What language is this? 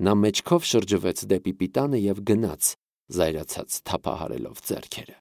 Armenian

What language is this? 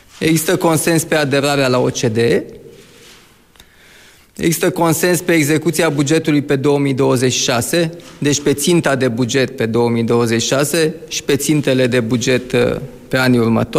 Romanian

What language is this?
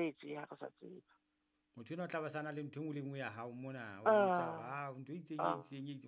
Southern Sotho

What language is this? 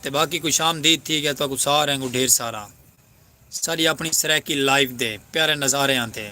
Saraiki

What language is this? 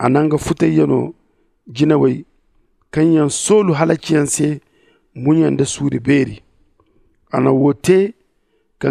Zarma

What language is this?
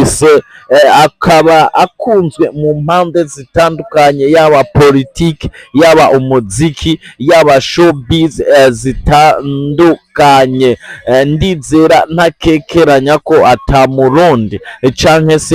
Rundi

